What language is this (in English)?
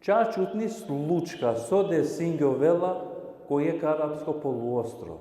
Balkan Romani